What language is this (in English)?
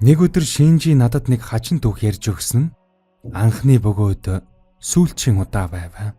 Mongolian